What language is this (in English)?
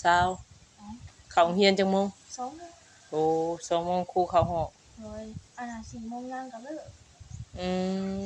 Northeastern Thai